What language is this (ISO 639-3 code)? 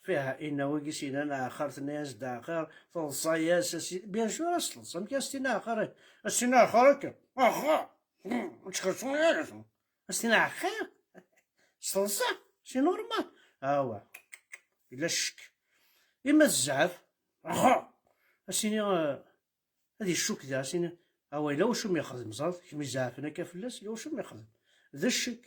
kab